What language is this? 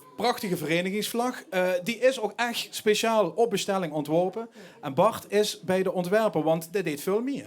Limburgish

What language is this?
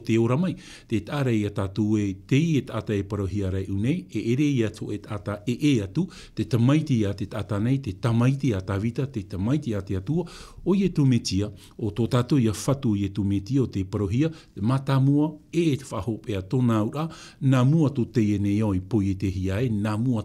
Tahitian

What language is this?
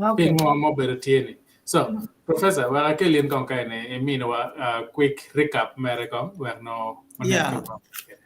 Acoli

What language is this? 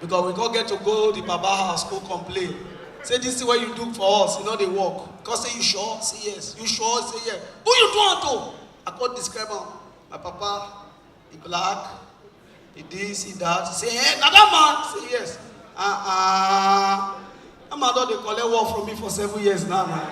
Nigerian Pidgin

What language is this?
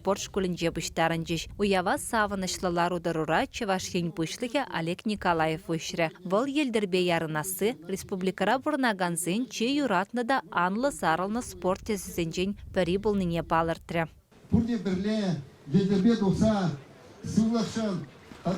Chuvash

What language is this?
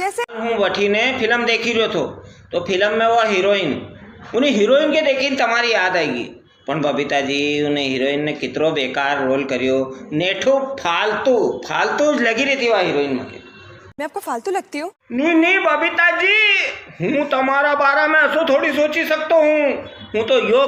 Rajasthani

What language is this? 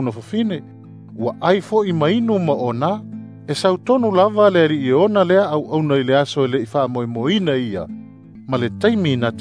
Samoan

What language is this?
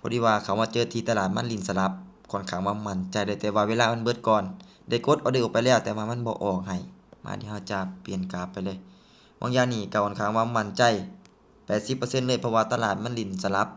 Lao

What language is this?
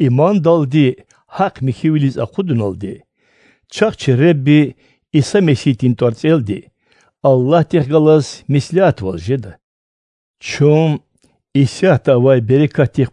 Central Kurdish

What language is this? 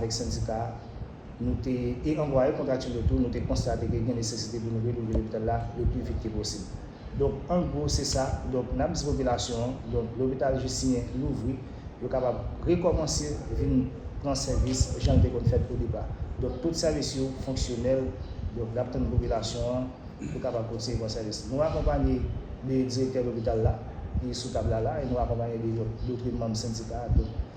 Haitian Creole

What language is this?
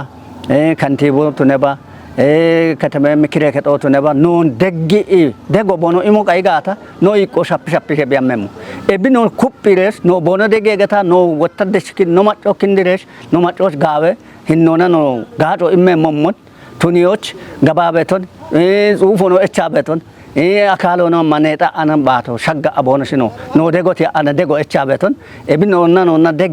Kafa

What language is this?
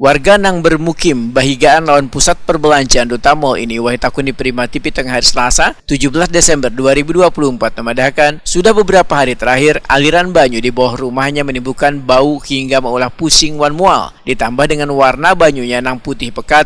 Banjar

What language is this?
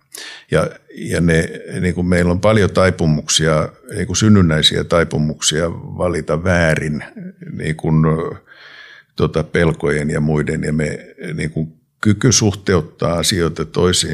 Finnish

